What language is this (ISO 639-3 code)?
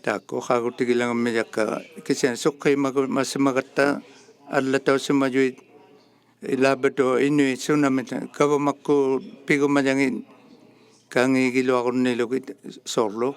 iku